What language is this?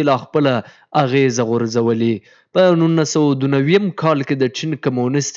Pashto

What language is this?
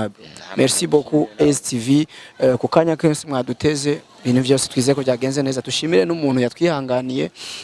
Rundi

